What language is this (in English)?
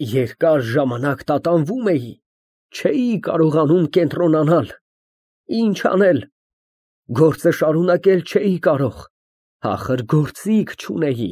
Armenian